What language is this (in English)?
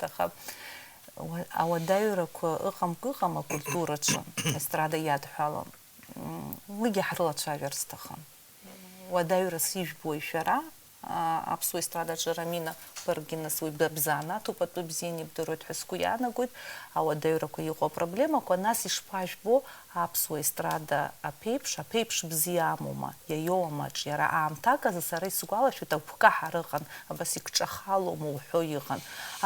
Abkhazian